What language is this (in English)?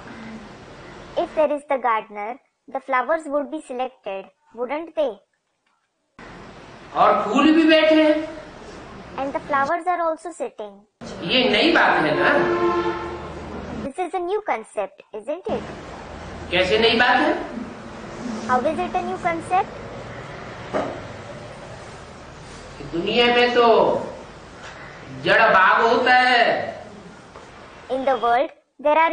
Hindi